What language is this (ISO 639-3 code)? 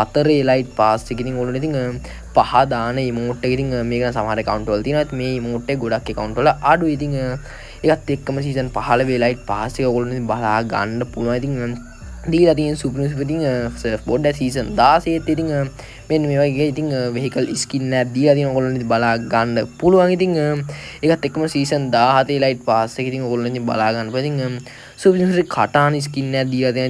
sin